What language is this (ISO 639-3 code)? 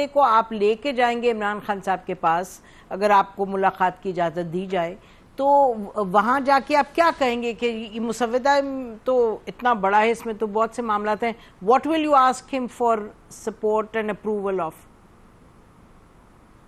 urd